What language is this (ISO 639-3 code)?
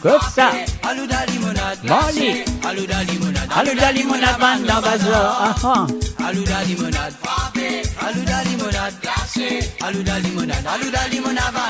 mfe